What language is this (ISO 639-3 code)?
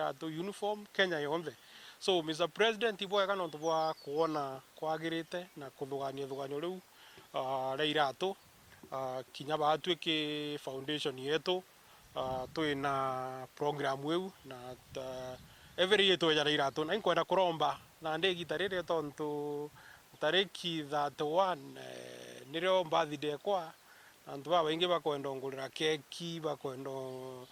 mer